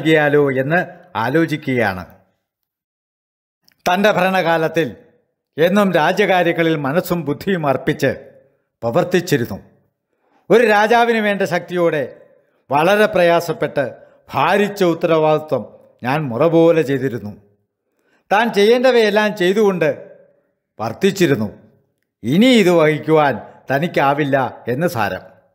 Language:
Malayalam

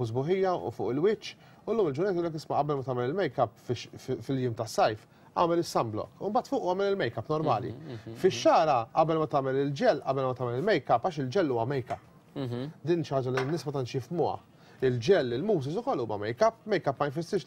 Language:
Maltese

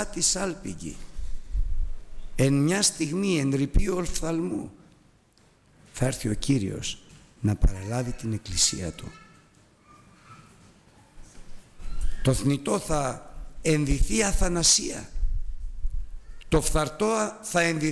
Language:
Greek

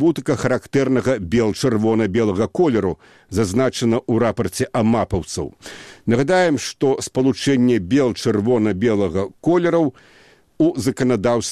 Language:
Belarusian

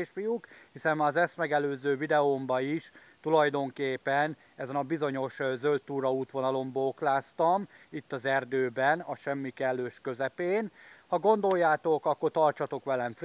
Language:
Hungarian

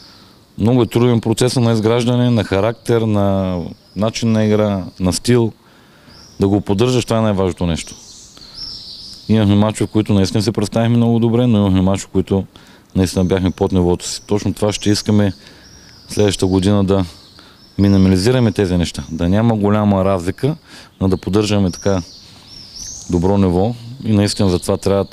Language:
Bulgarian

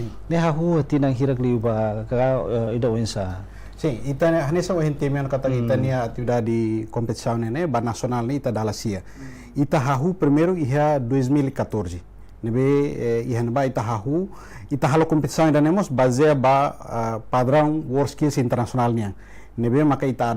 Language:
Tetum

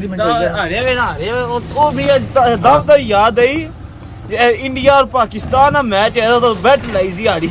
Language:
Pahari-Potwari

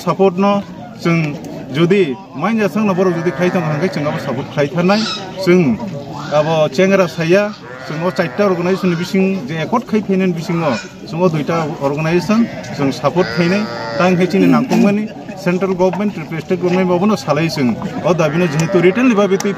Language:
Kok Borok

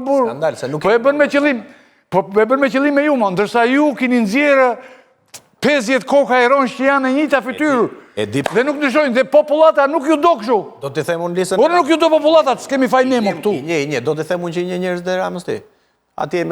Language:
Albanian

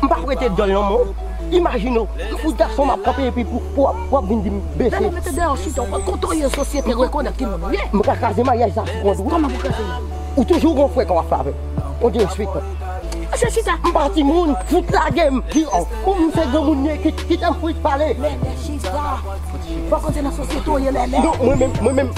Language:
Haitian Creole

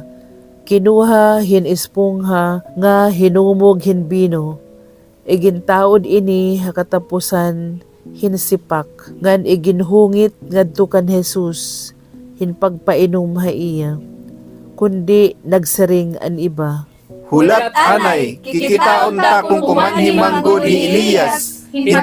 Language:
Waray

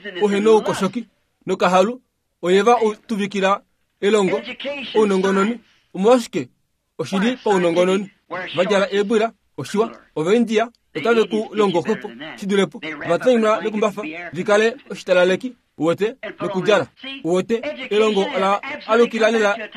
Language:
Kuanyama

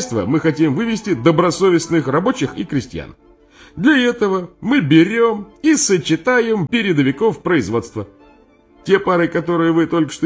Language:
Russian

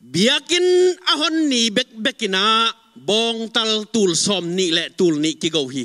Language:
Tedim Chin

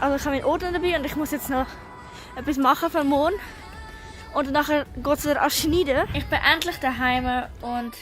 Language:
Swiss German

